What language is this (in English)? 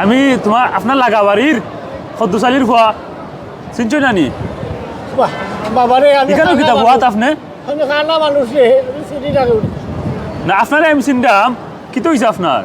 Sylheti